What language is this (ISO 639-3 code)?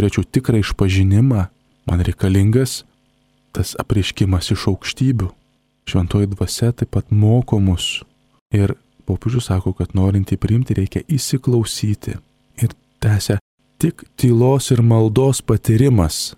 lit